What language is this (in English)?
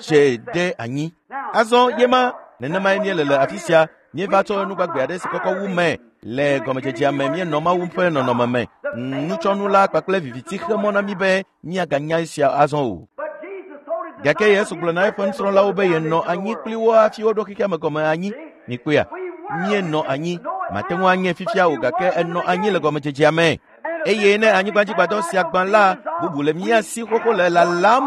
Ewe